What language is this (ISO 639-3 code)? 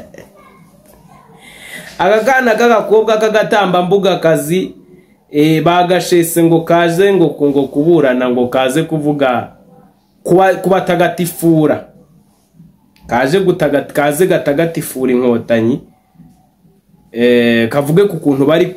kin